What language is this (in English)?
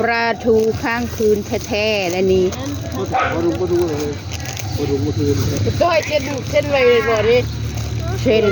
Northeastern Thai